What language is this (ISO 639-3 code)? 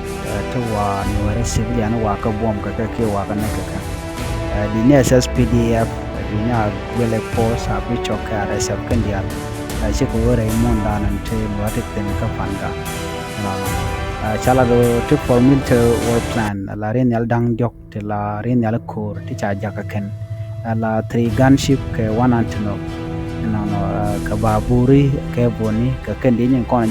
nus